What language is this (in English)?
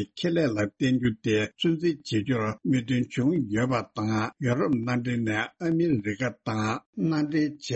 Tibetan